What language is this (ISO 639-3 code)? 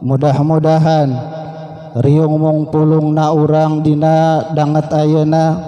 sun